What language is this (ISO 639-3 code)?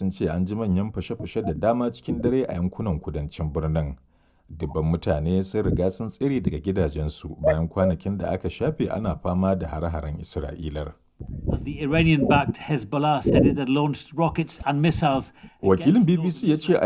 hau